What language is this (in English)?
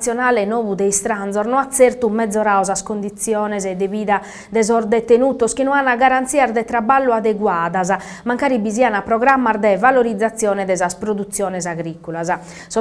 Sardinian